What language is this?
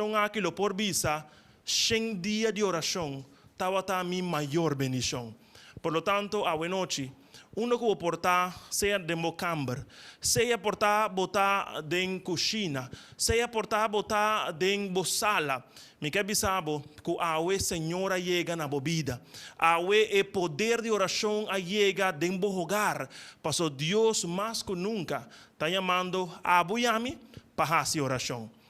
Papiamento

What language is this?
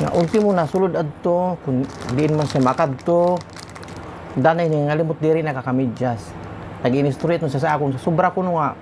Waray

